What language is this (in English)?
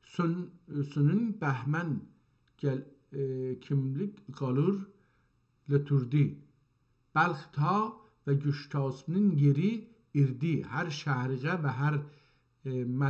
South Azerbaijani